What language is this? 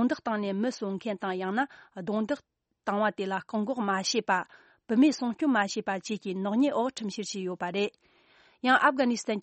Tibetan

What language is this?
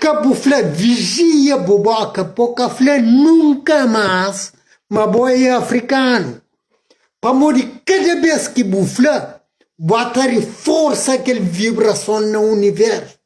Kabuverdianu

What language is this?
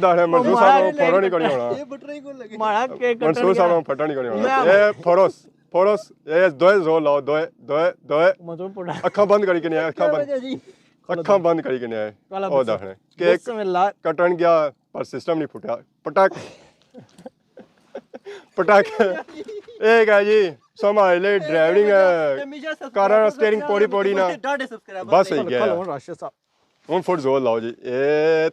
Pahari-Potwari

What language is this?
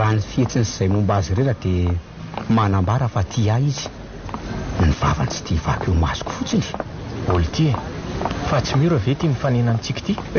Malagasy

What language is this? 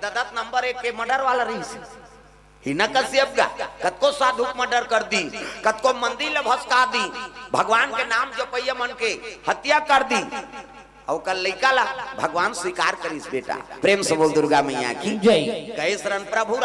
Chhattisgarhi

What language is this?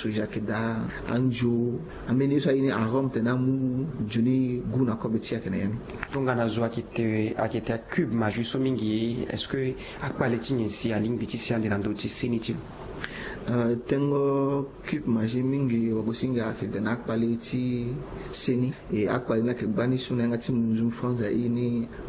Sango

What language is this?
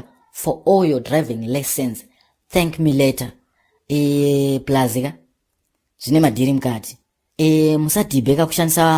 Shona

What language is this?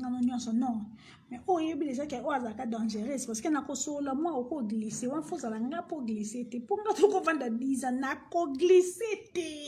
Lingala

